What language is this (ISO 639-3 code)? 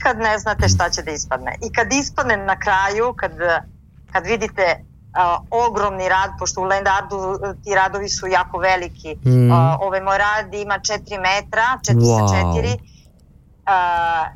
srp